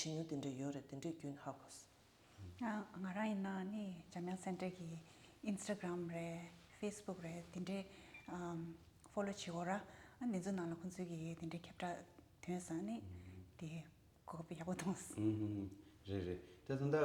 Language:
Tibetan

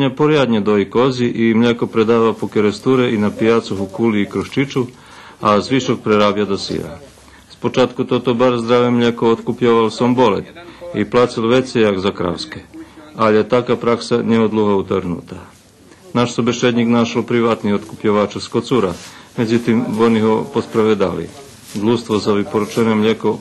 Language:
Rusyn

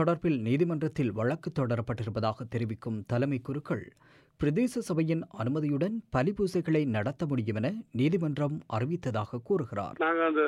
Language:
Tamil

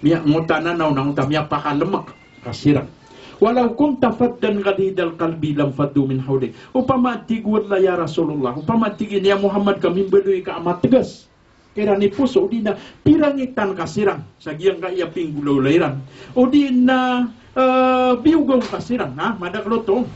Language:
Maranao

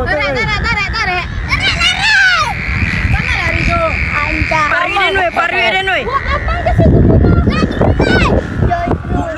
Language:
Minangkabau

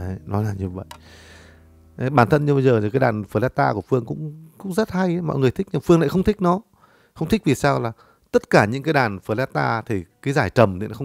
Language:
Vietnamese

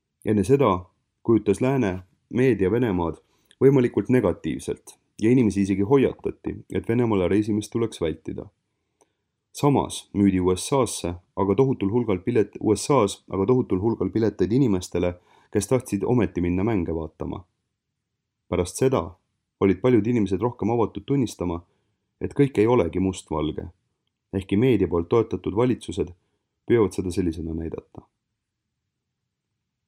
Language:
Estonian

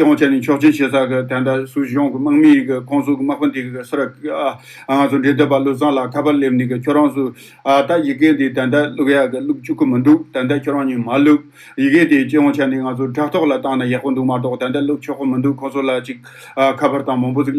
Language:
Tibetan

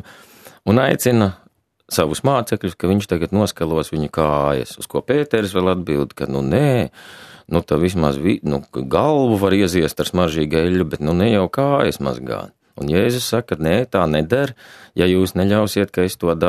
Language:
Latvian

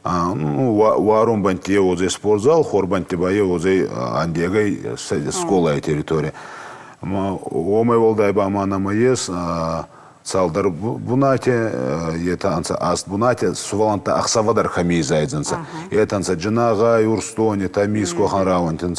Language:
Ossetic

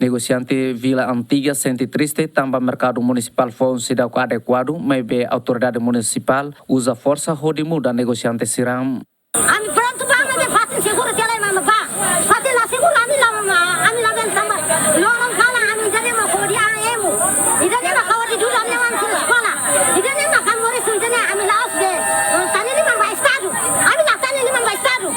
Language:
Tetum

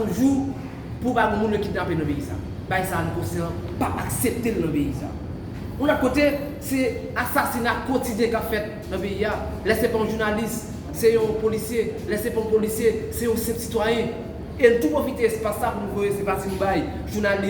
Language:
Haitian Creole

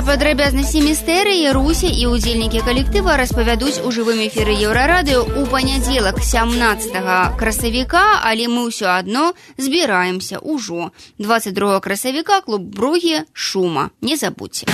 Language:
Belarusian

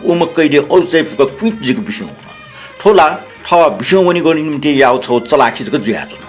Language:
Newari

